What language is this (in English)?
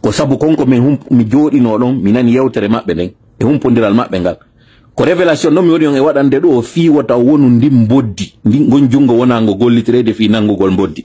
Fula